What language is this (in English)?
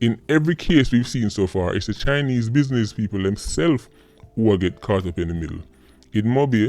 Jamaican Creole English